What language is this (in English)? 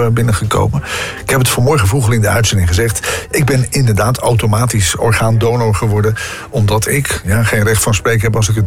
Dutch